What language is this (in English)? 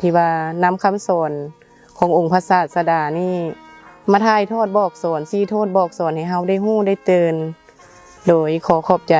Lao